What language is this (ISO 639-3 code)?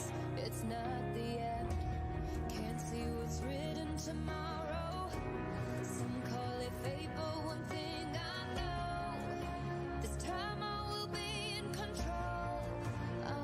kaa